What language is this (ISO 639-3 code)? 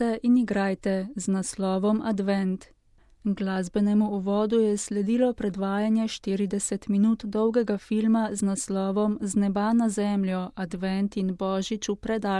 slv